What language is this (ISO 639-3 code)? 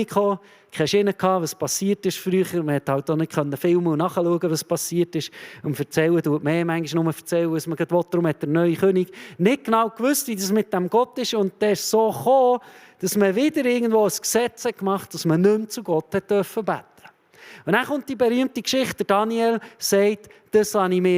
gsw